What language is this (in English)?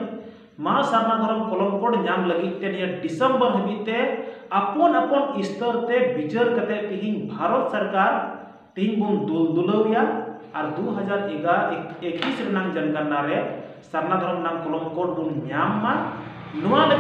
Santali